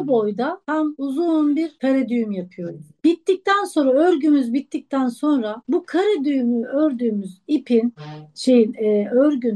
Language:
Turkish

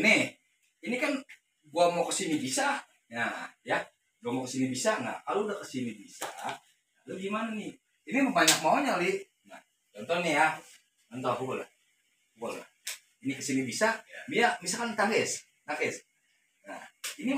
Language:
Betawi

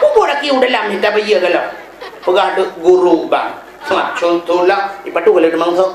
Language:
Achinese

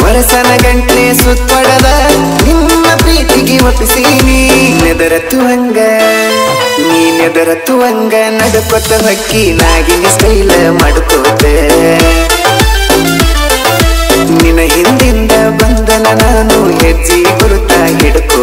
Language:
Kannada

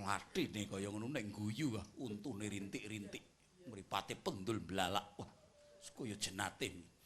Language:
Javanese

